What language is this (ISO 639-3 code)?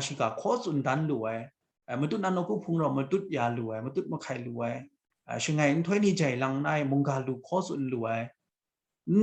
kac